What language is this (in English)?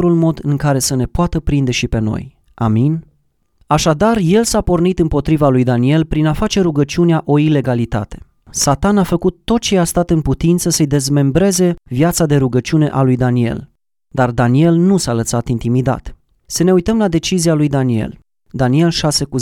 Romanian